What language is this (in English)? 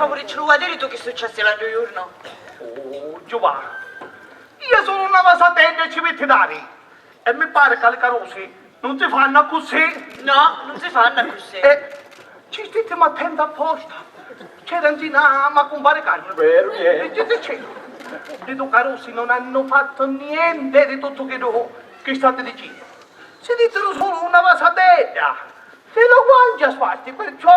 Sicilian